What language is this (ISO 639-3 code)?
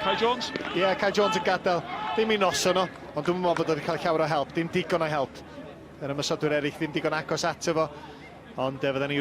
cym